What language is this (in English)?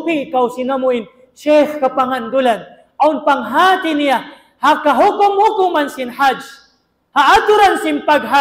Tausug